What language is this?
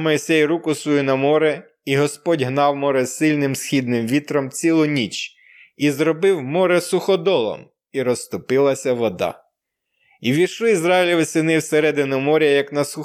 Ukrainian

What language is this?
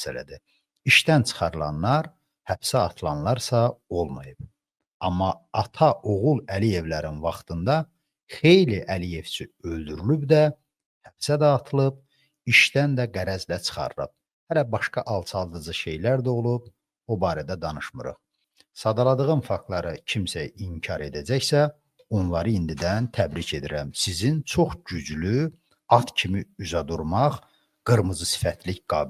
Azerbaijani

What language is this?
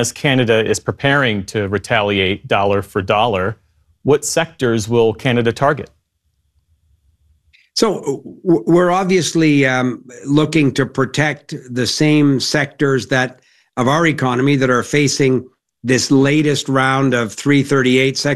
English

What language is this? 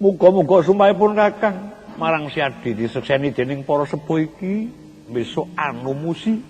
Javanese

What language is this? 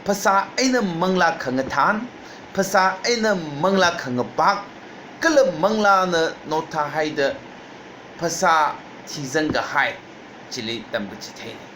Tangkhul Naga (India)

